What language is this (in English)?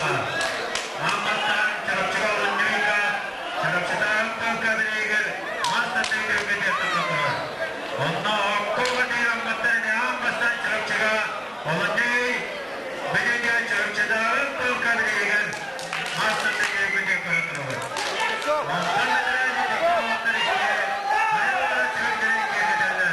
Yakut